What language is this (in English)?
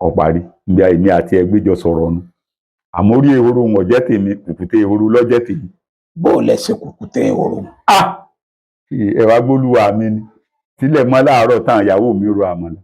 Yoruba